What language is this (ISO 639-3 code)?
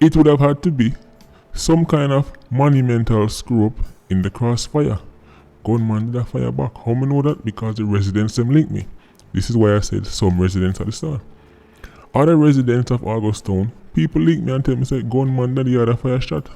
jam